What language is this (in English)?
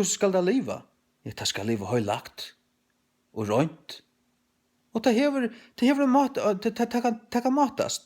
Faroese